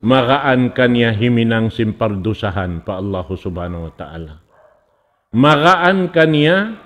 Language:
Tausug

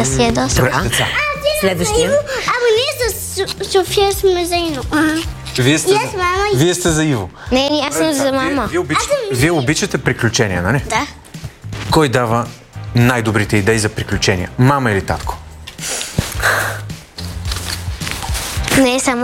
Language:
Bulgarian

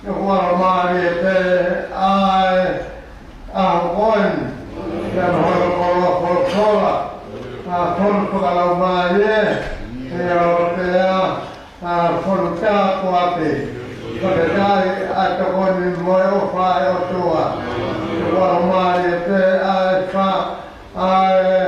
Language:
Tongan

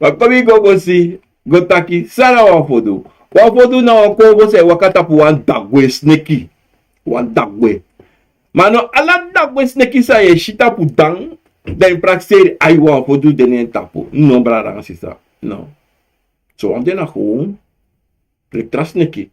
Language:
Sranan Tongo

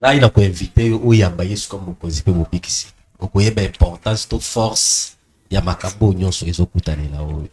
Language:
Lingala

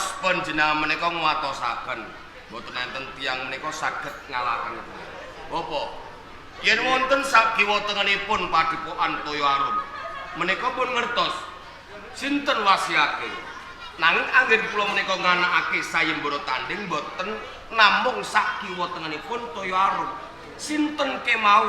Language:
Javanese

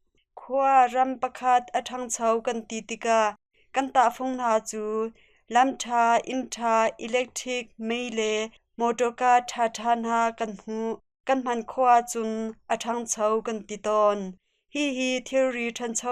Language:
Hakha Chin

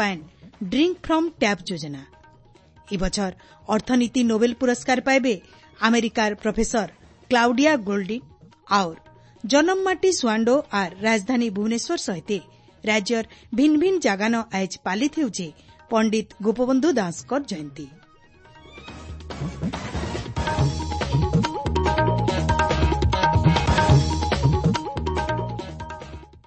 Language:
Odia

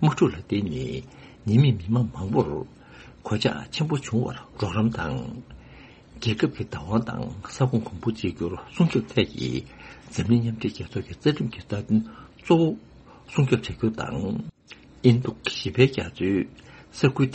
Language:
Tibetan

